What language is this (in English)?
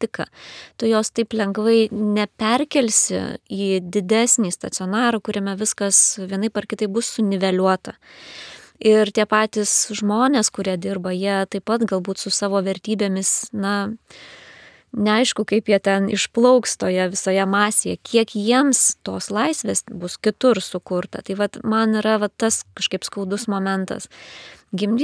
Lithuanian